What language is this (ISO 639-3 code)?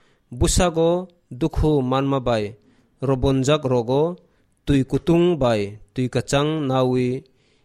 trp